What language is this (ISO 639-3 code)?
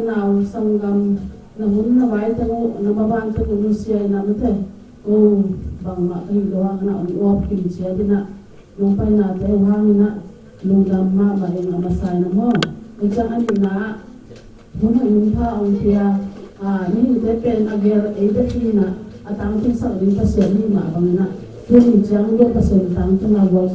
ctd